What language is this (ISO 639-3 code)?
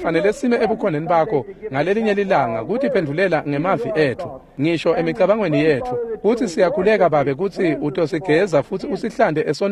ssw